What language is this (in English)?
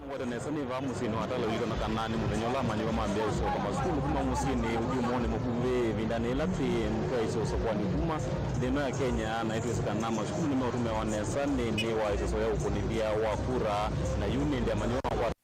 Kamba